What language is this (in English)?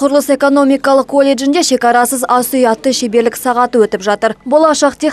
Kazakh